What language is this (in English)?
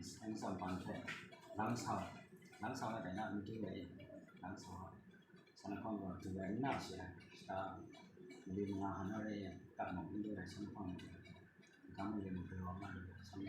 Kachin